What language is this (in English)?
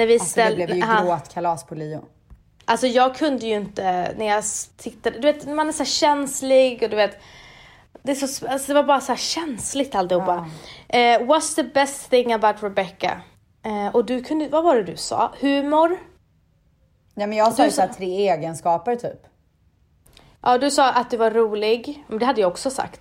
Swedish